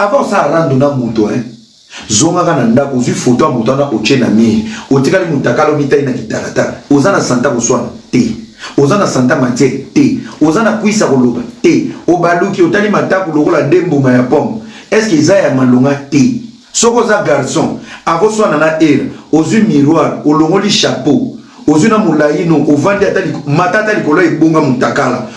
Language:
Lingala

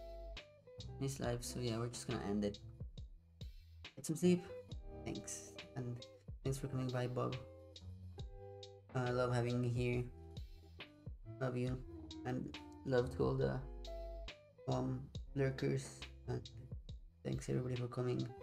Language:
English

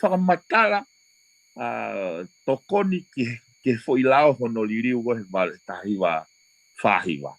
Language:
Tongan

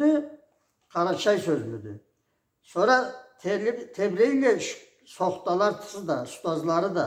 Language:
Karachay-Balkar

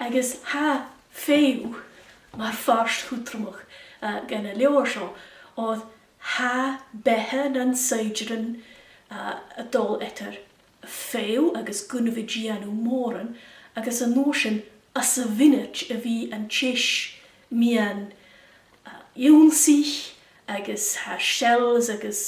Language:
Scottish Gaelic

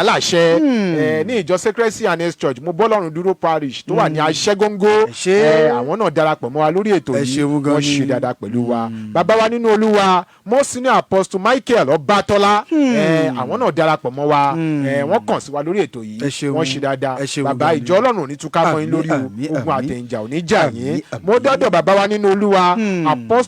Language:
Yoruba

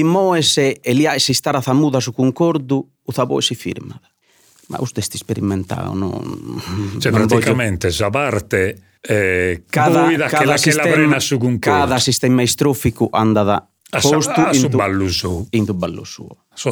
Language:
Sardinian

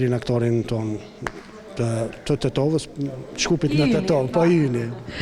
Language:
Albanian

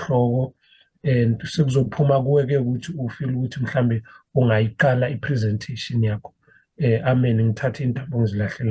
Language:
Zulu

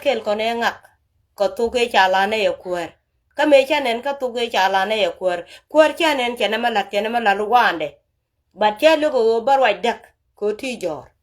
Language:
Nuer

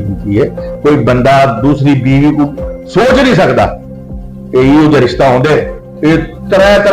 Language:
Saraiki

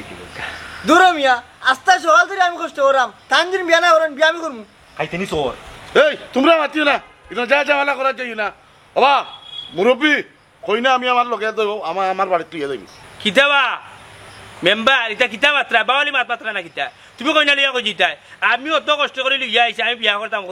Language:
Sylheti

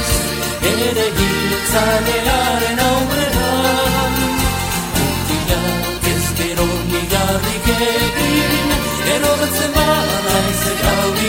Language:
Basque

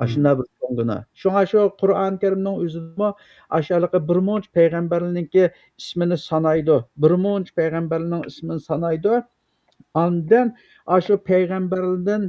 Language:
Uyghur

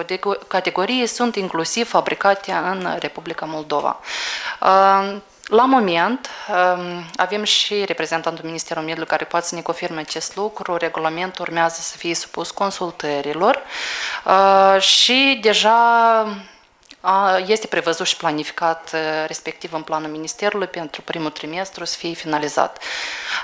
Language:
Romanian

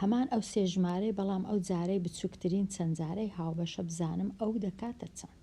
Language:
Central Kurdish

